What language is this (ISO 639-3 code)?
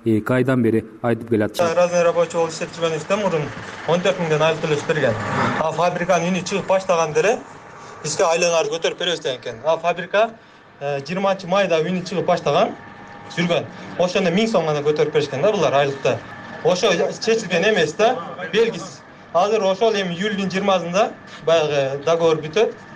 kir